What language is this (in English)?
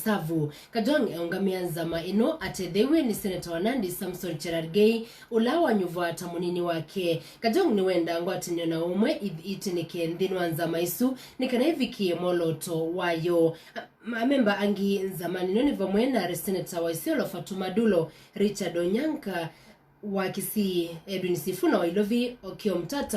Kamba